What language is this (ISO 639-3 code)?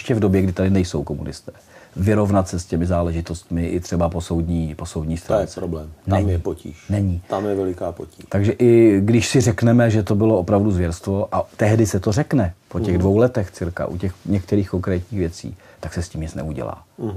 ces